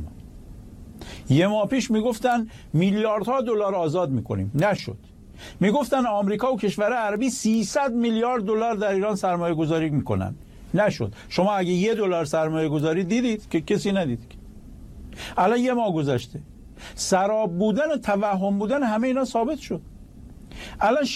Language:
Persian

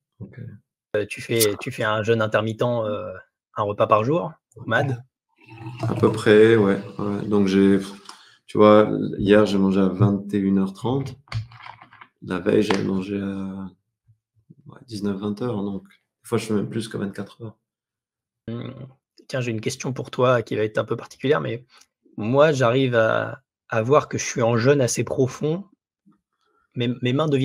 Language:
French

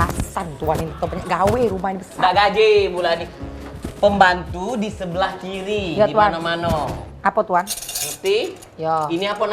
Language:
Musi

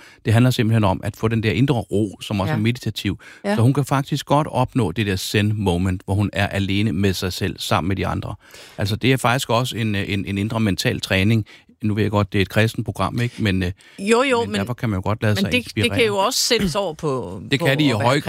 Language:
Danish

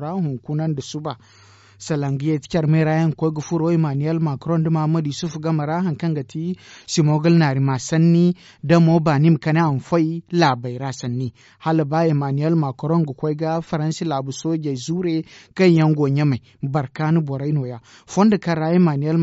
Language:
Zarma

